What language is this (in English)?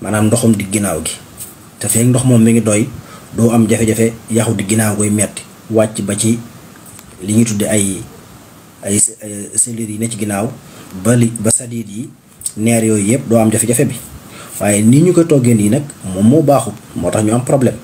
Wolof